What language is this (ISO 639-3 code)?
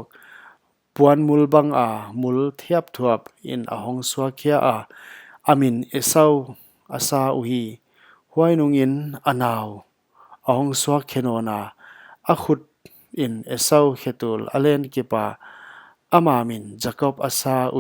pck